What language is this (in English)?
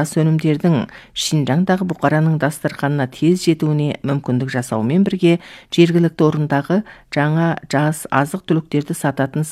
Kazakh